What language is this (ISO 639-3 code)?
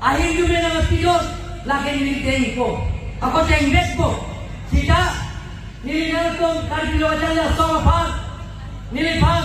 mjw